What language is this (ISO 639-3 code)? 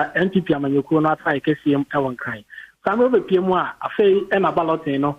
aka